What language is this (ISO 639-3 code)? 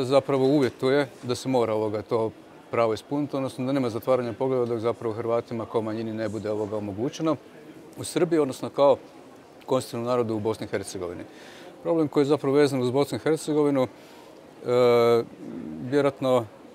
hrv